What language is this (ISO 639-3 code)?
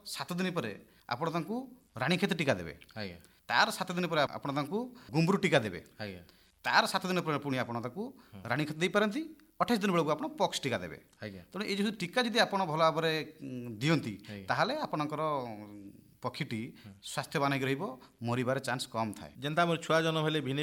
ori